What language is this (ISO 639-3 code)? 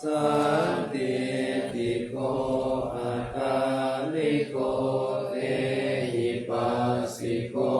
pli